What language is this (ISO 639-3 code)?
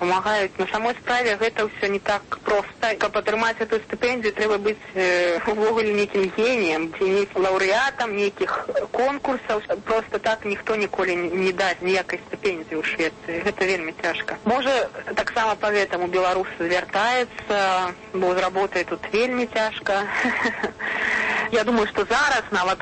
bel